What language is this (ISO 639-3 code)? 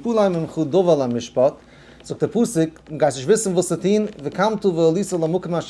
yid